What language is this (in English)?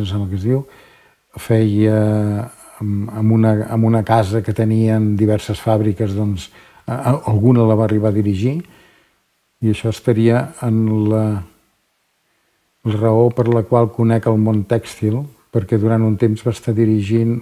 Catalan